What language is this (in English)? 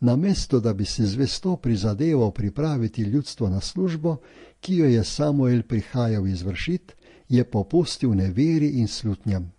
Slovenian